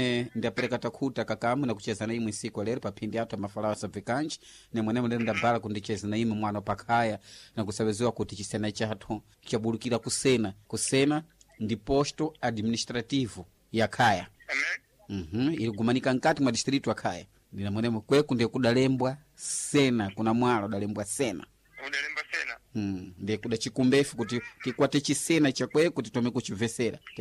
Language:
Sena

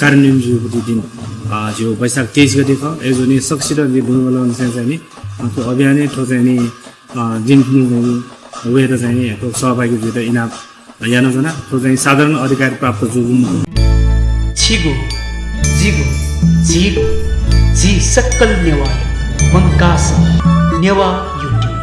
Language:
Newari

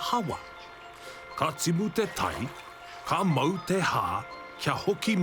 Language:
Māori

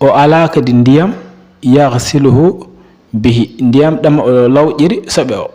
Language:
Fula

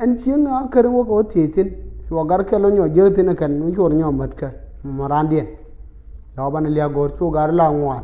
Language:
Nuer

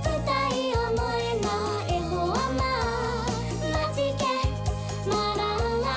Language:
Māori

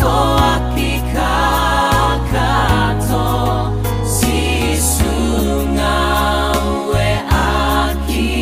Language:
Tongan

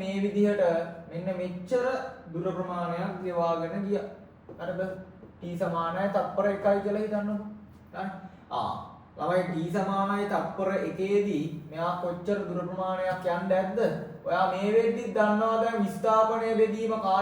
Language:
Sinhala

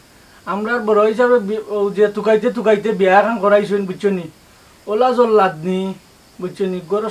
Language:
Sylheti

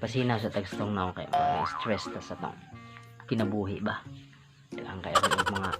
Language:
Cebuano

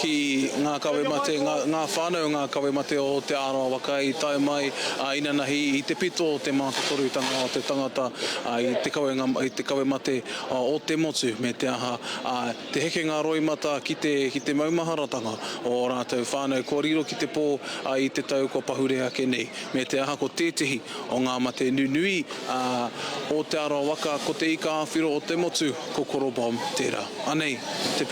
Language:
Māori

